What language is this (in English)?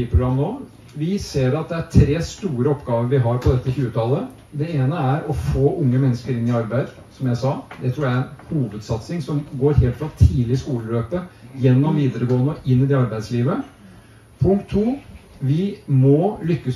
Norwegian